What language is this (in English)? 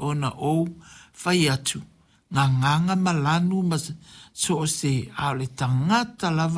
Samoan